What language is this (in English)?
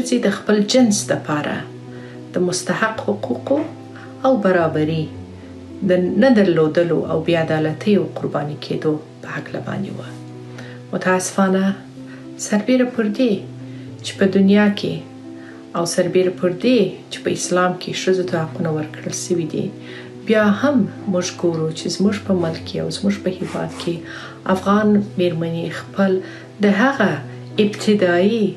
Pashto